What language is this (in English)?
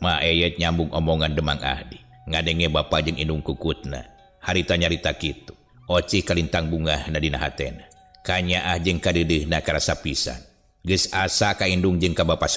Sundanese